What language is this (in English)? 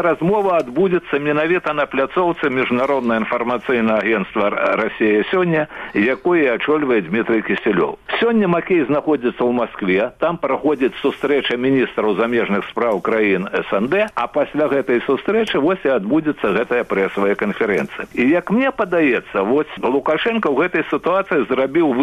Belarusian